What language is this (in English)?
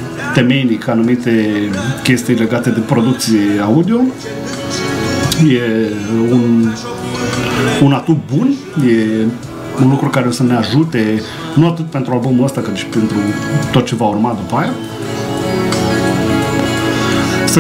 Romanian